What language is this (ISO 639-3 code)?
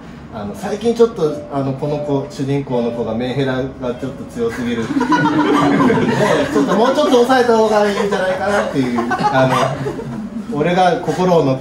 jpn